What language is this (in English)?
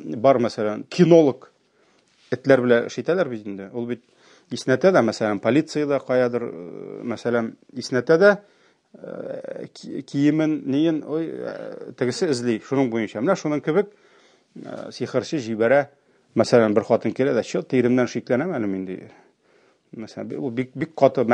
Tatar